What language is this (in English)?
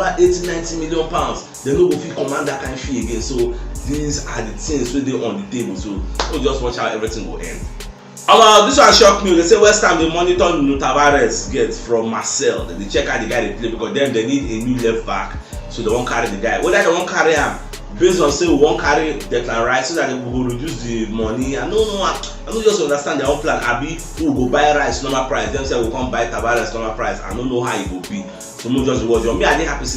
Nigerian Pidgin